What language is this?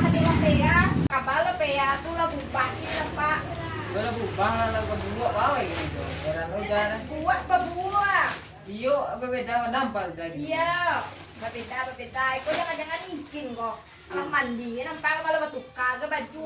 Minangkabau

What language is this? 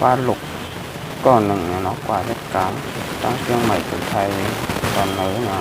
Shan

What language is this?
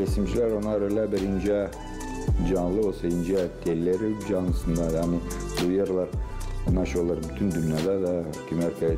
Gagauz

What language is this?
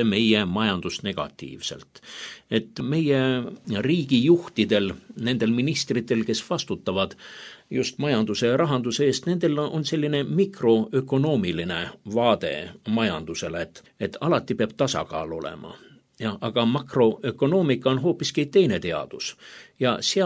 Estonian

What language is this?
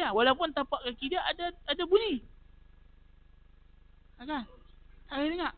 Malay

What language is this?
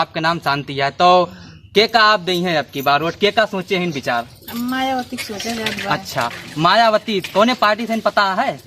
Awadhi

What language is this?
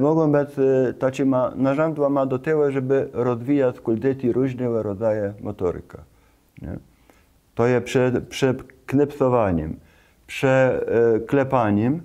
Kashubian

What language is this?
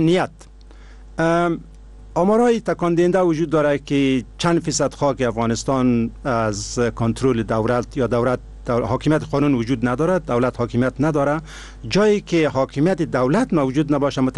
Persian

